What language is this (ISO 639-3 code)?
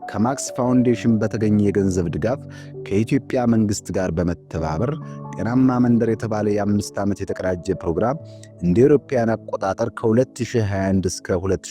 amh